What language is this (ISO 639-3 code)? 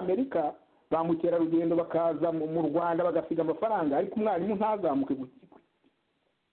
kin